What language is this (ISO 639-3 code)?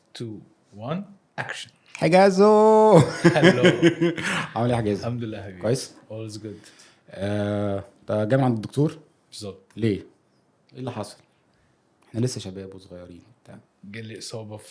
arz